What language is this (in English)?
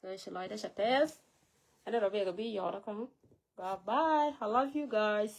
Nuer